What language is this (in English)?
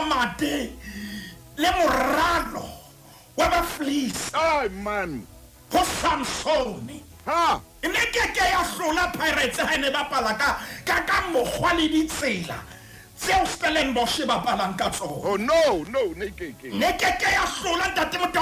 Southern Sotho